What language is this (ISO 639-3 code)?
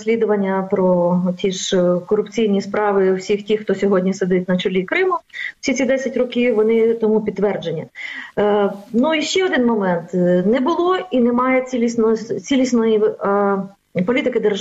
ukr